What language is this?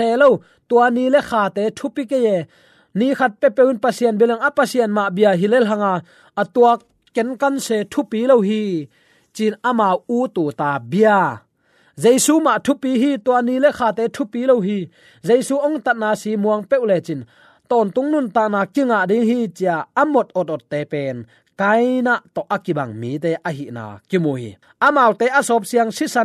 Tedim Chin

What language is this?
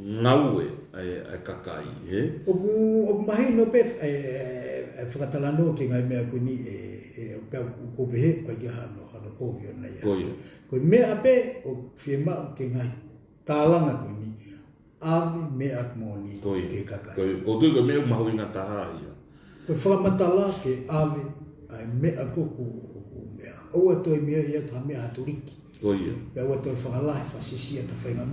Tongan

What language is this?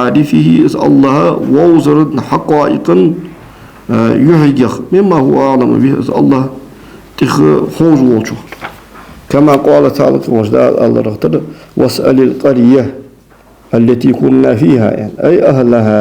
Ingush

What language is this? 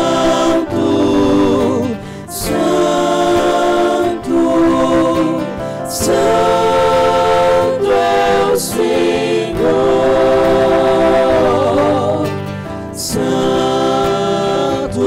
Portuguese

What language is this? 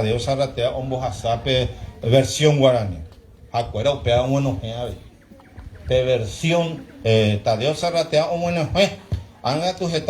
Guarani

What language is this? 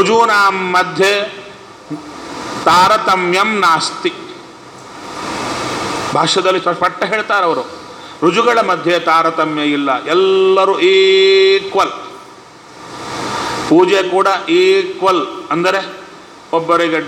Kannada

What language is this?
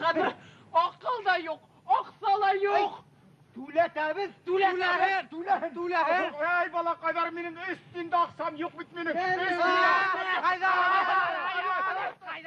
Bashkir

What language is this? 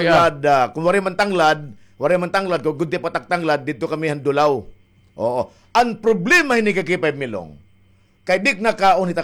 Waray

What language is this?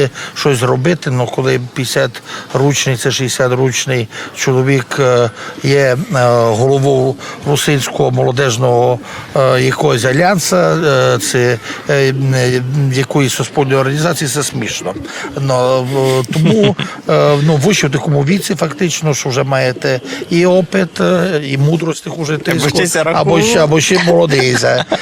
Rusyn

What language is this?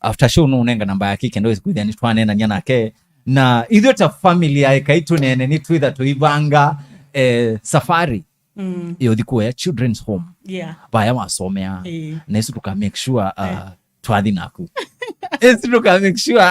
Kamba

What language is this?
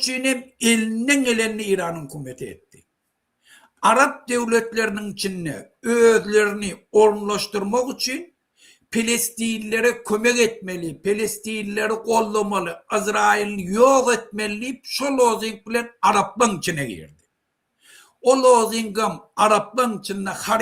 Turkmen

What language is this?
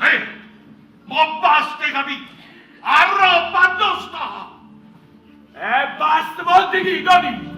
Neapolitan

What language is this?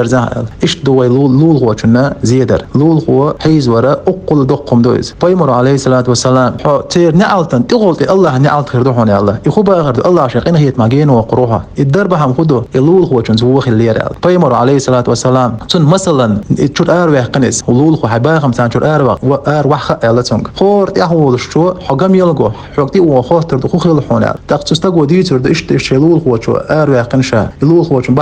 Chechen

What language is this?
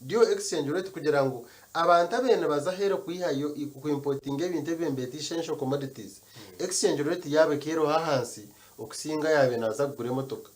Nyankole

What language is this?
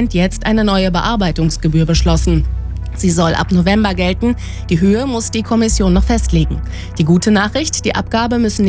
German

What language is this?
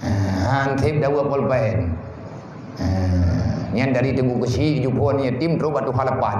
Achinese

